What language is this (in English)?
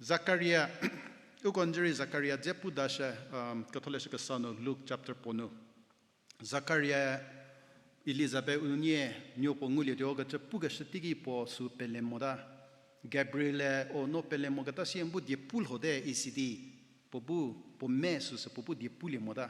Angami Naga